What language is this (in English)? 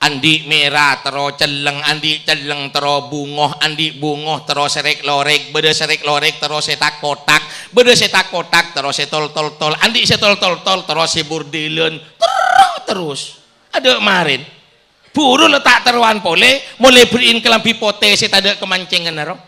Madurese